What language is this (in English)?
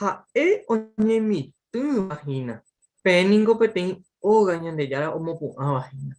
Guarani